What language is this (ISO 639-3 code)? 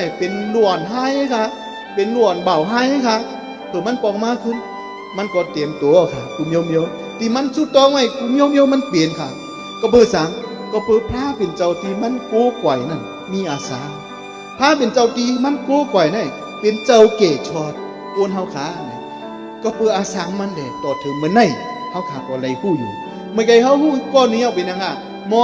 shn